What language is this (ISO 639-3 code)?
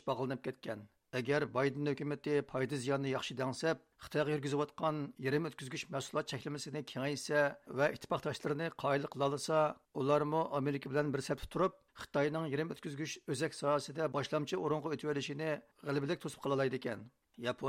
uig